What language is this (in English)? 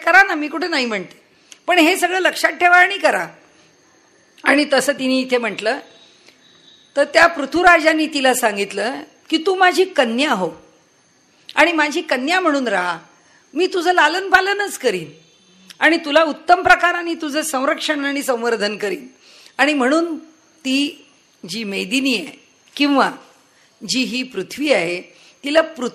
Marathi